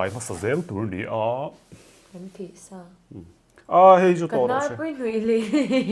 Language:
Mizo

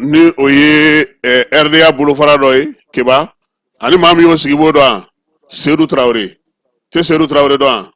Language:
Bambara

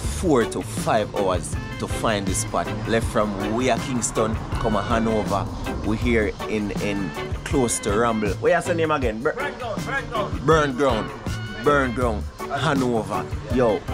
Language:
Jamaican Creole English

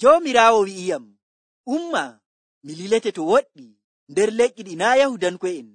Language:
Nigerian Fulfulde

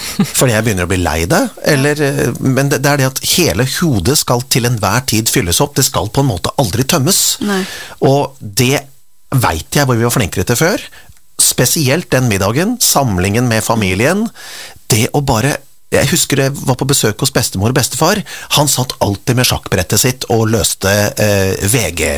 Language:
Norwegian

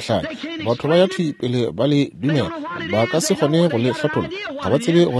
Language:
Northern Sotho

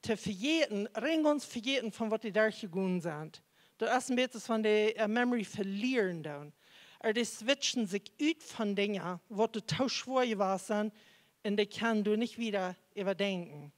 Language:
Plautdietsch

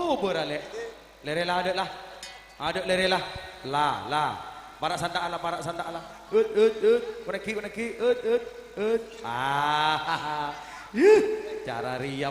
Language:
Madurese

